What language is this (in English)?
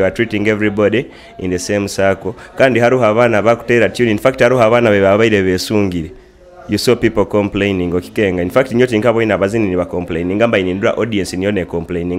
Nyoro